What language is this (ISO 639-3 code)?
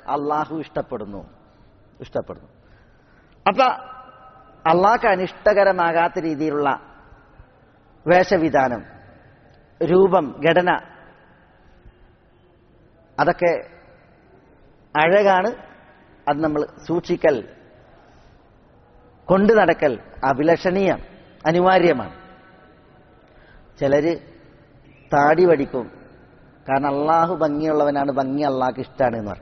mal